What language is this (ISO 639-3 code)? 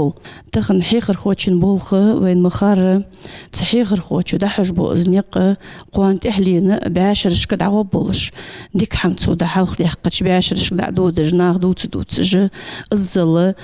inh